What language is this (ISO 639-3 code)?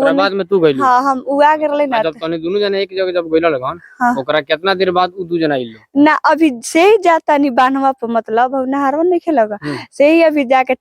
bho